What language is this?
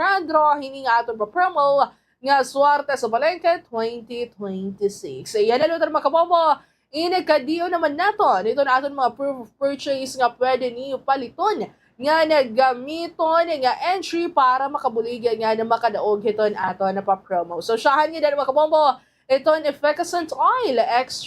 Waray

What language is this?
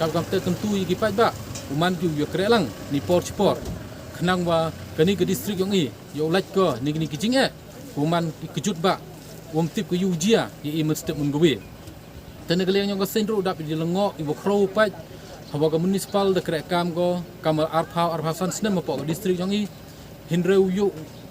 Pnar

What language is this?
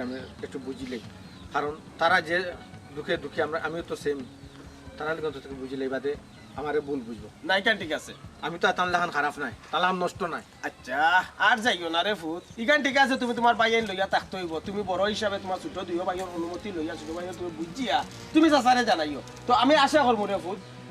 Sylheti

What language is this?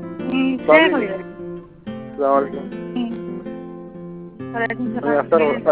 Bangla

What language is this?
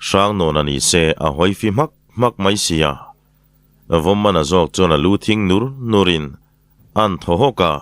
Mizo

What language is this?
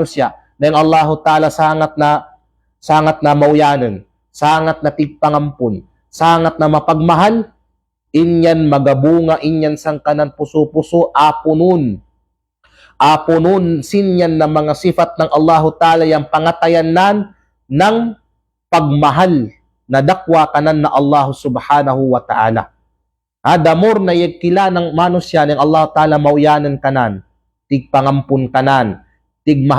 Kalagan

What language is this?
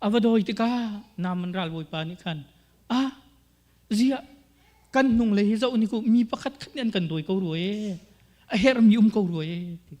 Hakha Chin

